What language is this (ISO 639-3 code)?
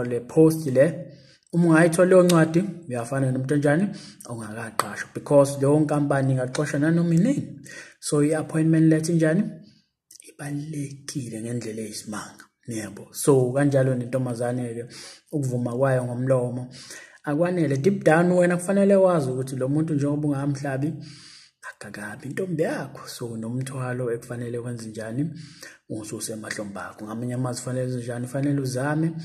zul